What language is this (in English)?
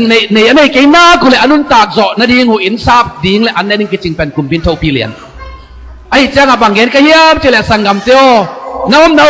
Tedim Chin